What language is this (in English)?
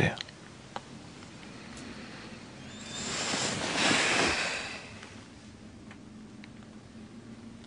Swedish